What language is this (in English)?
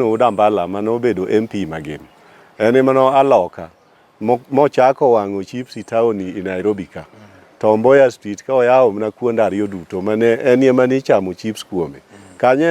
Luo (Kenya and Tanzania)